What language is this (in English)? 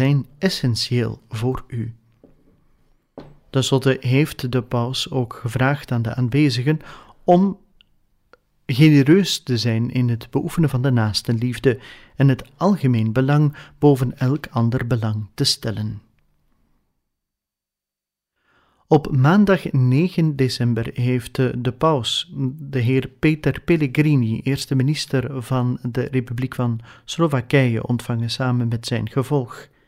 Dutch